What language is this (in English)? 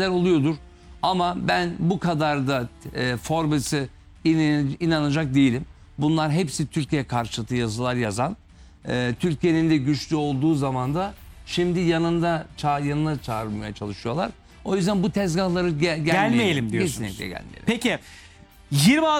Turkish